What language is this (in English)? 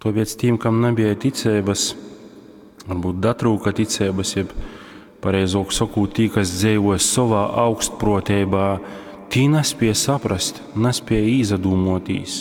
Latgalian